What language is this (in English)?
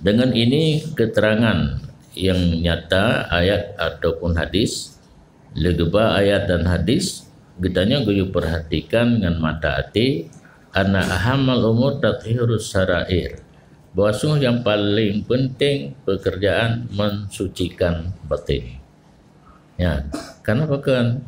Achinese